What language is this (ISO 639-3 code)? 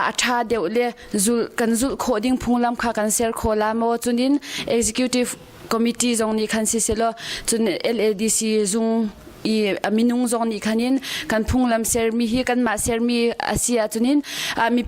cnh